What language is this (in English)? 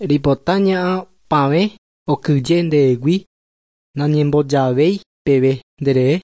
Guarani